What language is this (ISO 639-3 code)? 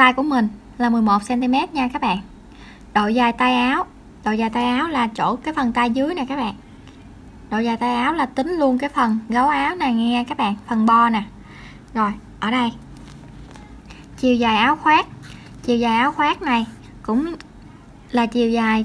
vie